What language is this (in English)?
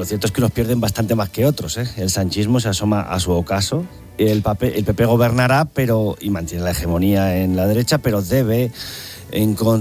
Spanish